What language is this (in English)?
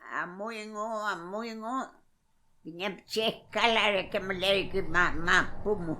Mapuche